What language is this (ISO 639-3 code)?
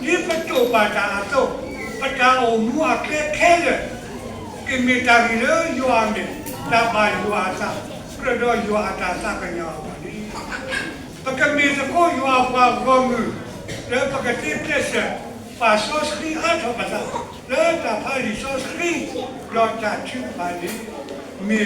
ksw